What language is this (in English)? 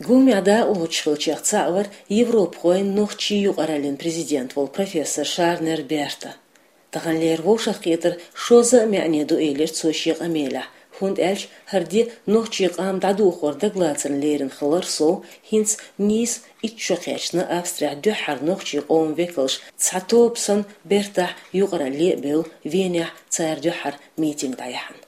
Chechen